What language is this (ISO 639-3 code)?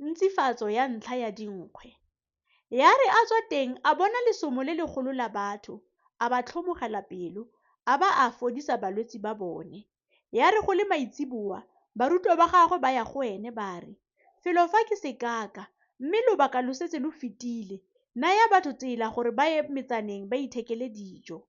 tsn